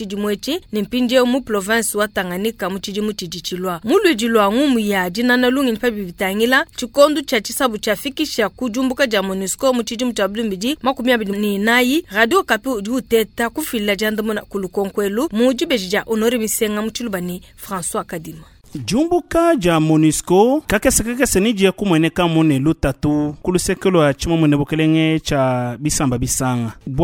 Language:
Luba-Lulua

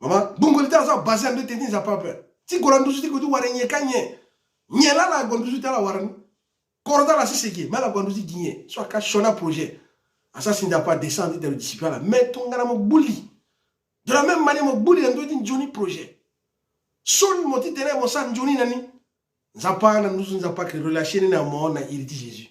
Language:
Sango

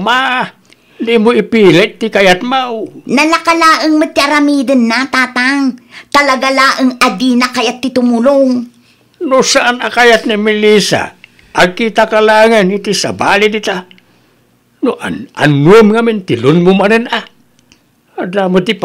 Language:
Iloko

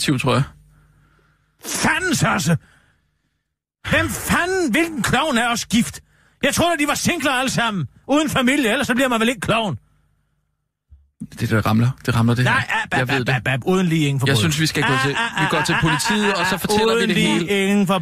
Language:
Danish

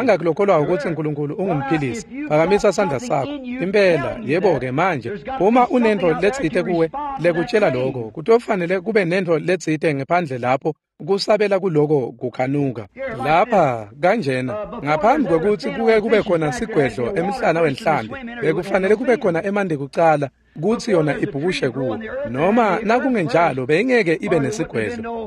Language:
Swati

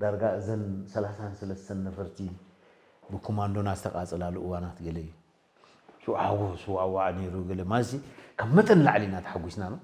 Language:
Tigrinya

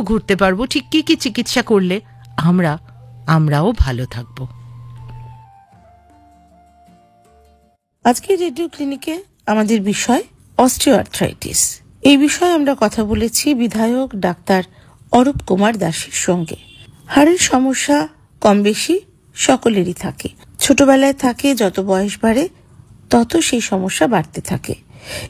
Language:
Bangla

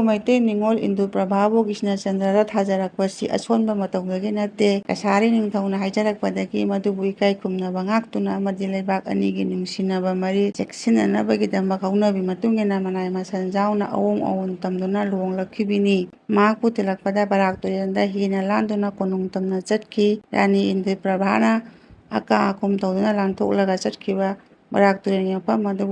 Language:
Manipuri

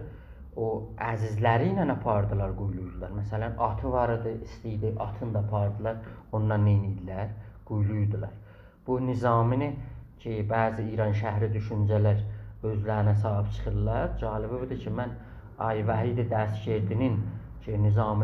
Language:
South Azerbaijani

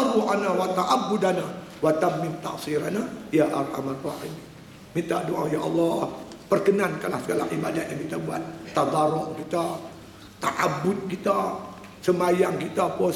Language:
Malay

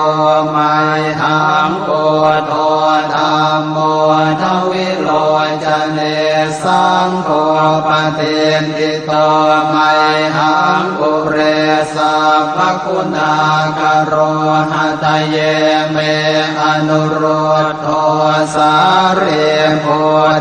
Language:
Pali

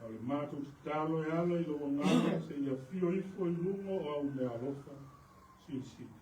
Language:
Samoan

